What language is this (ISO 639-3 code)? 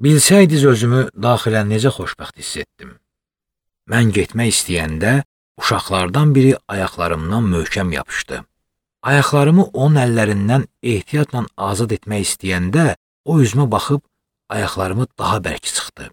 aze